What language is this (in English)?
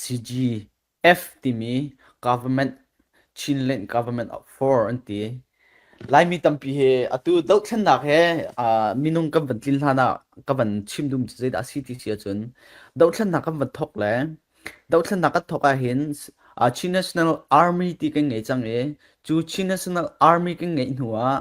Falam Chin